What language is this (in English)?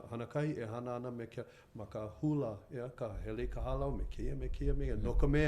Hawaiian